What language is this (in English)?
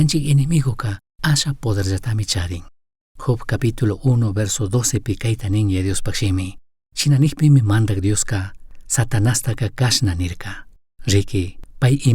Chimborazo Highland Quichua